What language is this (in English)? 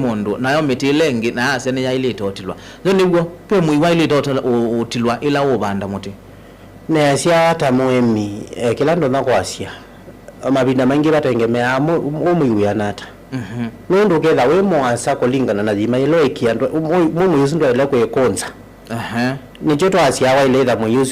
Kamba